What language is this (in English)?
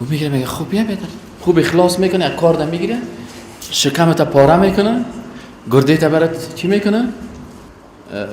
Persian